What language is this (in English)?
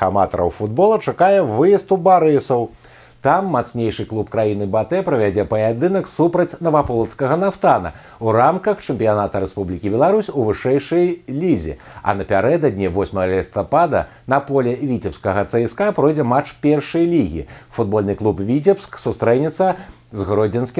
Belarusian